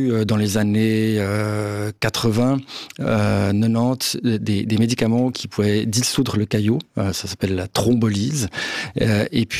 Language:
French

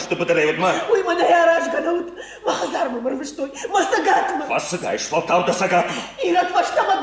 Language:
Ossetic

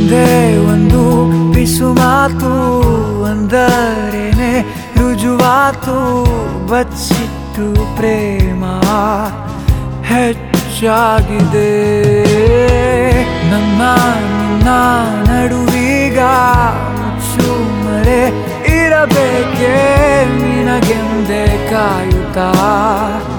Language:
Kannada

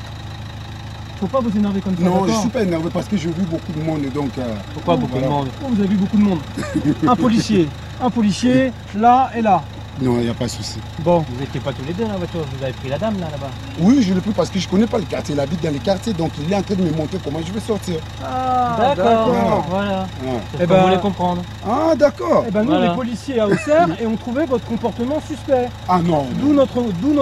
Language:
French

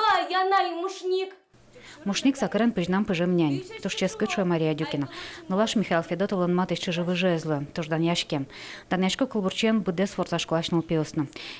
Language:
Udmurt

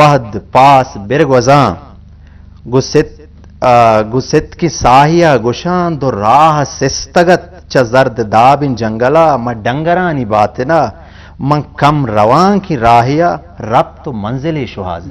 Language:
Eastern Balochi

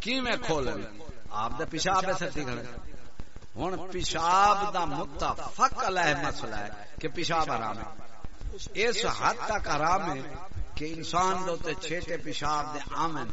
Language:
Saraiki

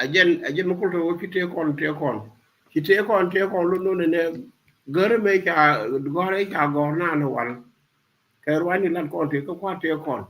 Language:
Nuer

